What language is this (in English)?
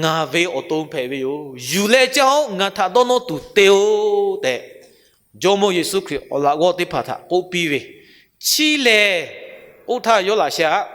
Lahu